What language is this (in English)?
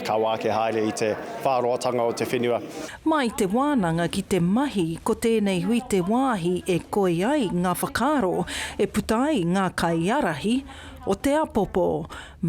Māori